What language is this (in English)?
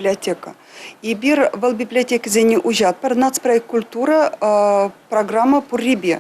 Chuvash